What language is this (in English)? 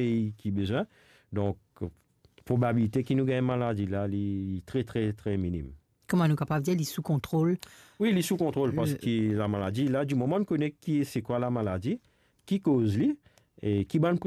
Morisyen